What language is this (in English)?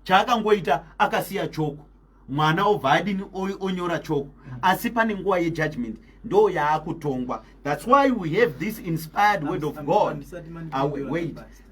Shona